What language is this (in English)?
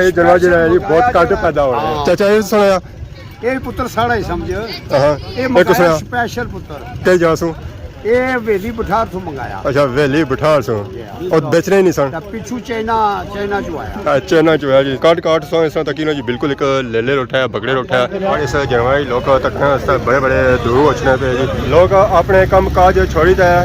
Pahari-Potwari